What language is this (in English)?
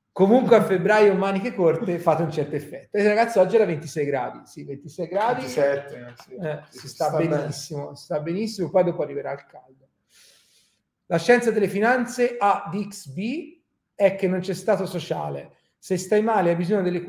Italian